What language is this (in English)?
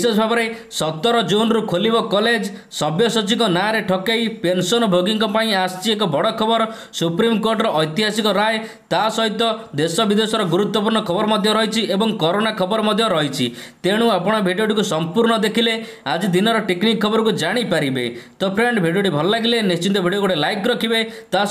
Odia